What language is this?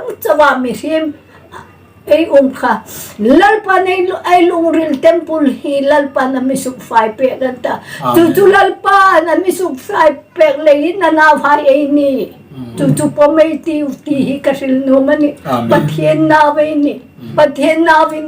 Hmar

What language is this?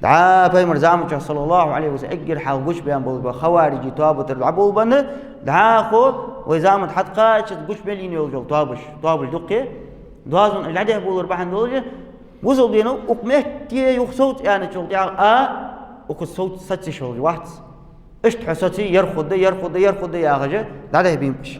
Ingush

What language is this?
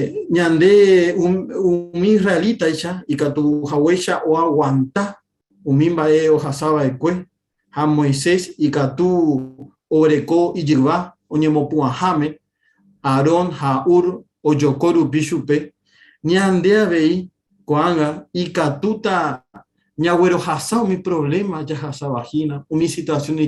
Guarani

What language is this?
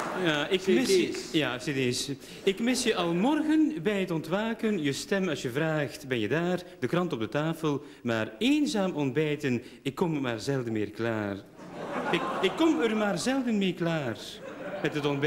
Dutch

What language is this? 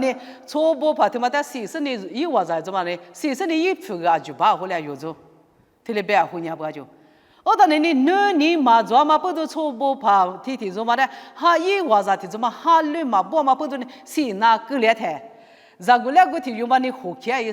Lisu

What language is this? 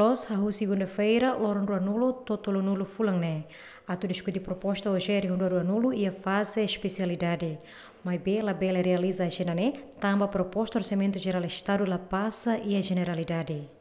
Tetum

